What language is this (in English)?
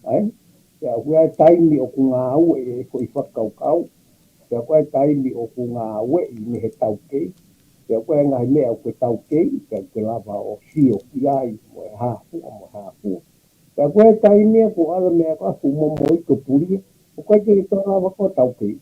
Tongan